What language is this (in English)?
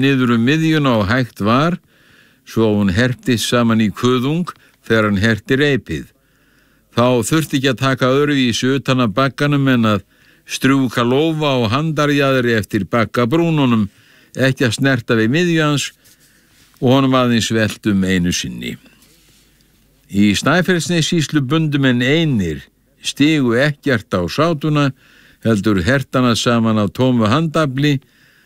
Icelandic